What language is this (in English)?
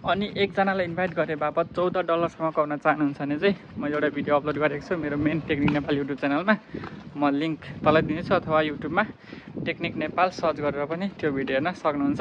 Nepali